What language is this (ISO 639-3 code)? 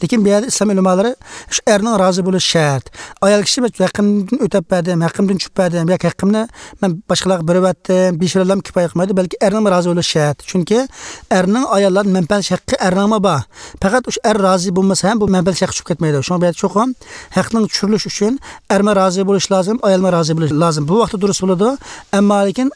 uig